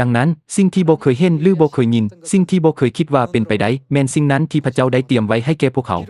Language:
Lao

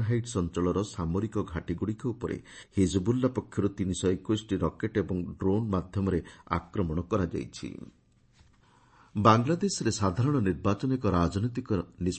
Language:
Odia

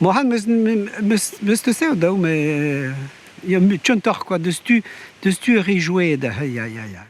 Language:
Breton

